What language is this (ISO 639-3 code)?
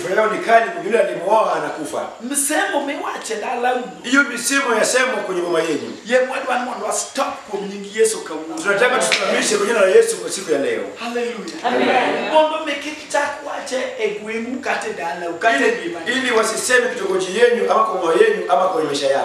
luo